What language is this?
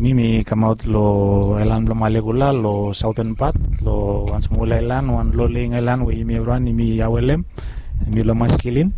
Bislama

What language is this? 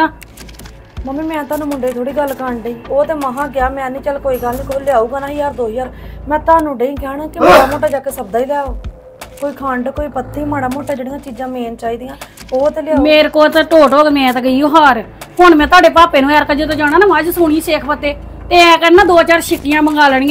Punjabi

